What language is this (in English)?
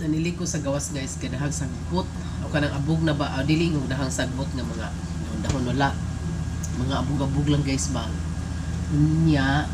Cebuano